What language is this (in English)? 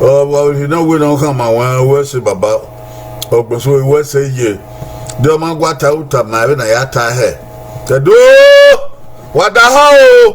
Bini